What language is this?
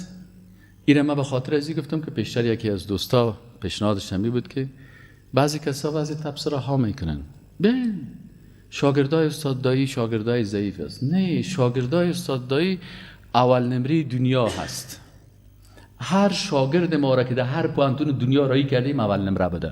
Persian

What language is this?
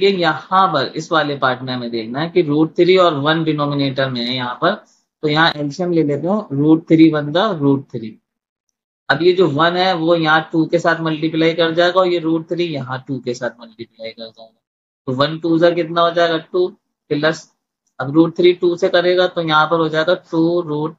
Hindi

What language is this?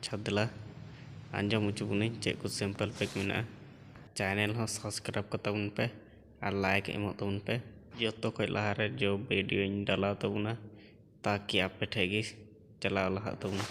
Santali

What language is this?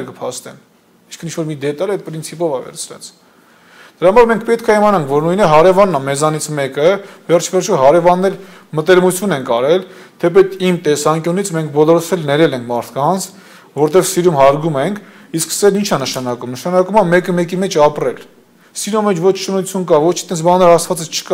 Armenian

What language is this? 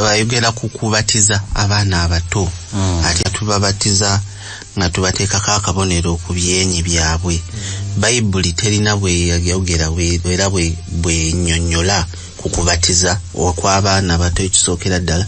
Ganda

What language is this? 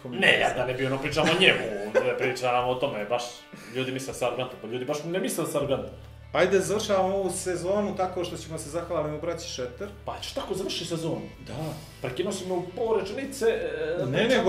Bosnian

